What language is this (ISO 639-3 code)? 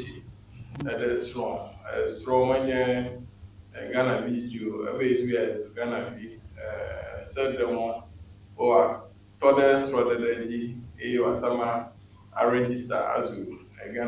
ewe